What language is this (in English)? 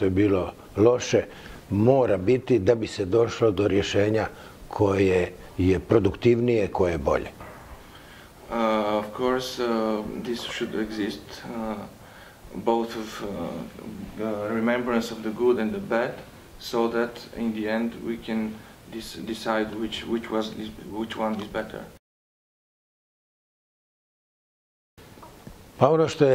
Croatian